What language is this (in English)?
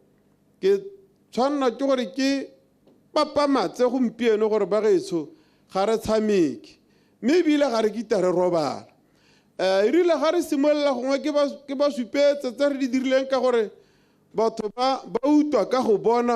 Tswana